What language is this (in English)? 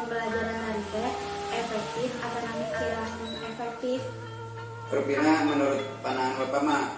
Sundanese